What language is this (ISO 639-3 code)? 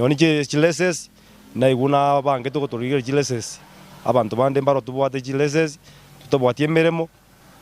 guz